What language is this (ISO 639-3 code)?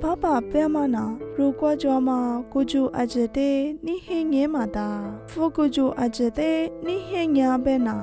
lis